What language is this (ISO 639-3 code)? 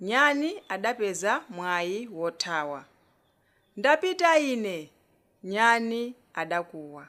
nya